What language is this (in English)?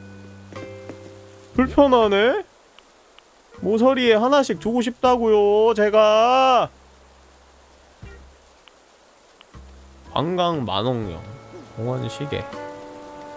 Korean